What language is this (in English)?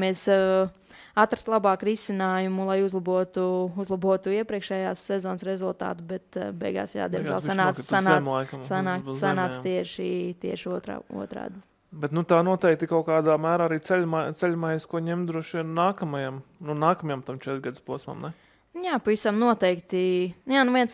Latvian